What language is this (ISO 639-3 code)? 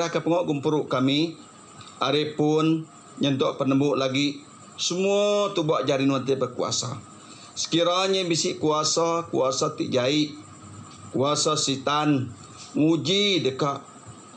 iba